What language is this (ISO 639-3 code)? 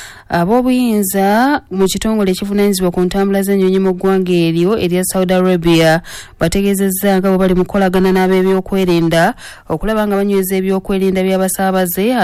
lug